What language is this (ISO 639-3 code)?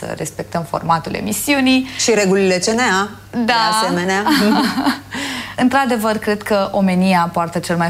ron